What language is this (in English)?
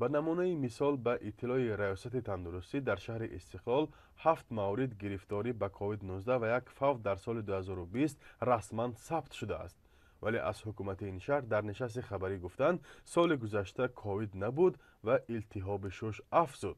Tajik